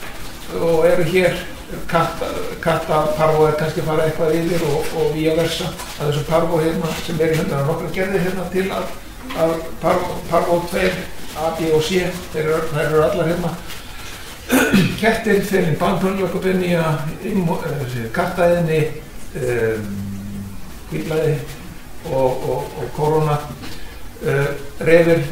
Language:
Icelandic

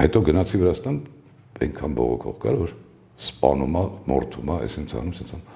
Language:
Armenian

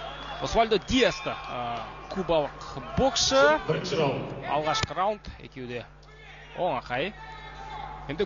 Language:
Kazakh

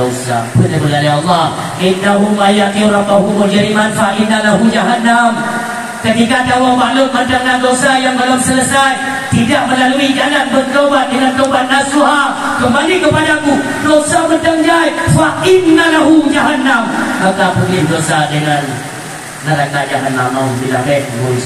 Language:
Achinese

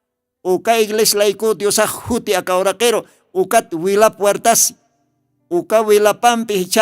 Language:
Aymara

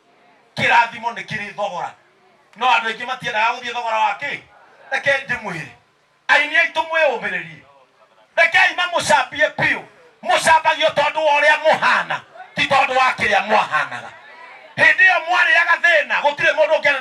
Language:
Kikuyu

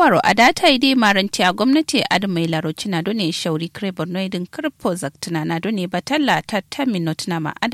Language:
Kanuri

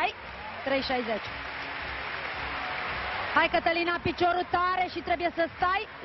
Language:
Romanian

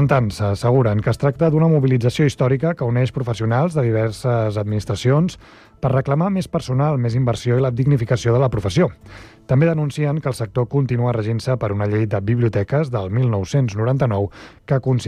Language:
Catalan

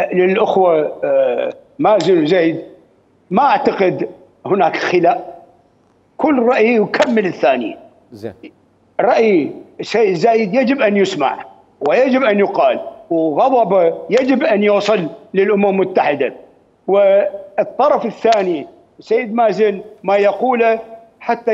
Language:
Mesopotamian Arabic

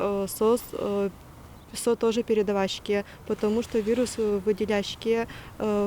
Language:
Udmurt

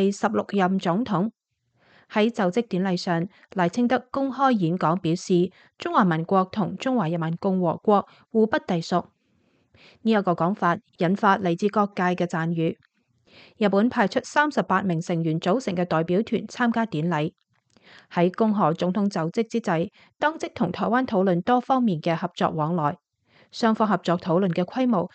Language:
Cantonese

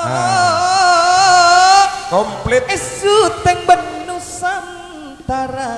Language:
Madurese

